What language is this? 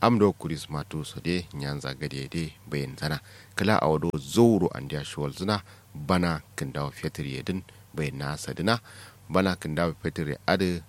Kanuri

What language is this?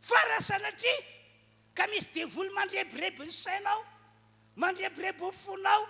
Malagasy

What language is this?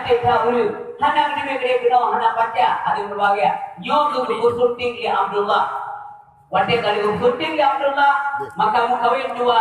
Achinese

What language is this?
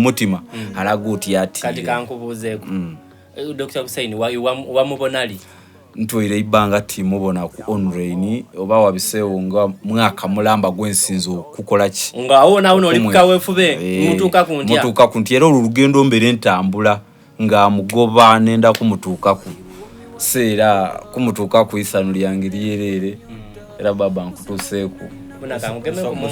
Soga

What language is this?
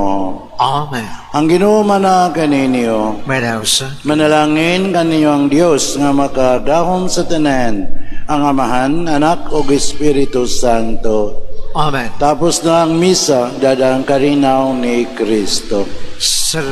Cebuano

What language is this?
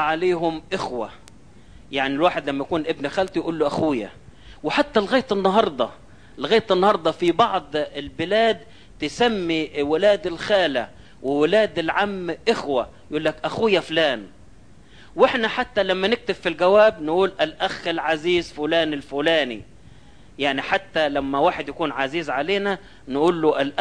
Egyptian Arabic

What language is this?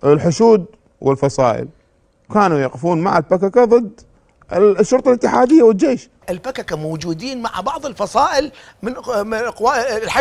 Mesopotamian Arabic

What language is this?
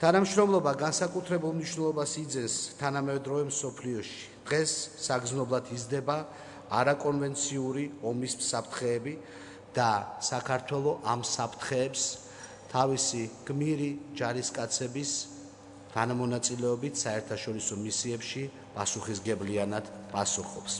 Georgian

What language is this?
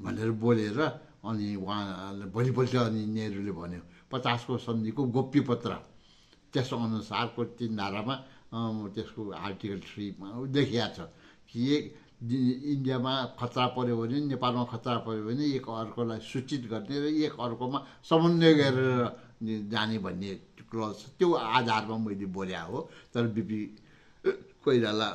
Nepali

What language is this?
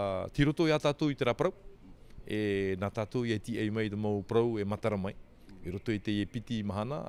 Tahitian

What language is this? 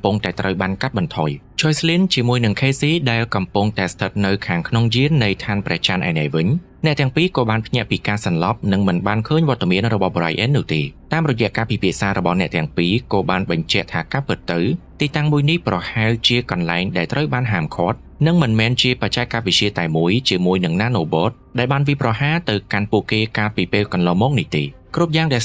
Khmer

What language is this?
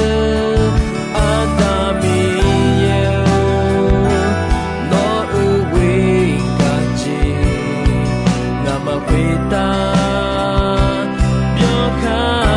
Akha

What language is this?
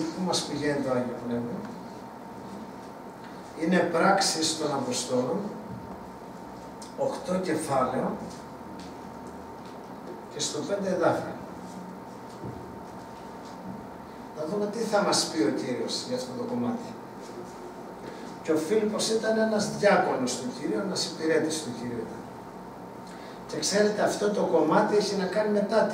Greek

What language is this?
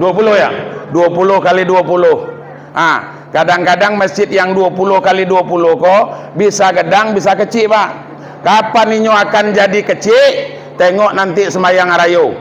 Minangkabau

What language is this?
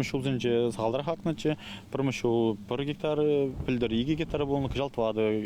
Chuvash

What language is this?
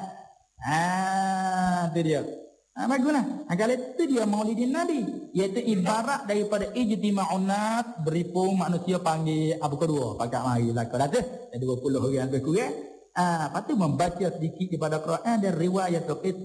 Malay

